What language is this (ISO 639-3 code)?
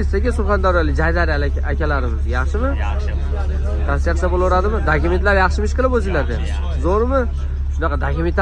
uzb